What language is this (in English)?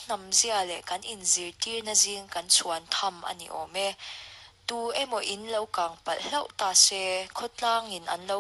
Mizo